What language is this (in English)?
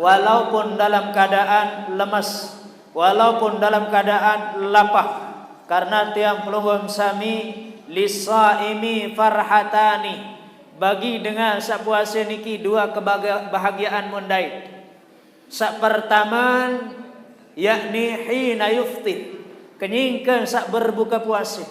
Sasak